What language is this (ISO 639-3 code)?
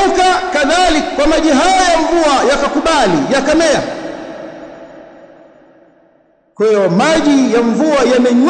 swa